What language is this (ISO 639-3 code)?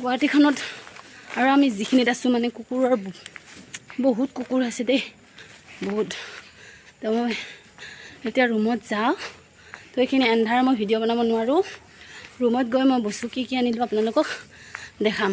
asm